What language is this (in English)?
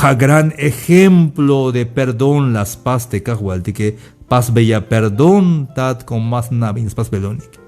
Tzeltal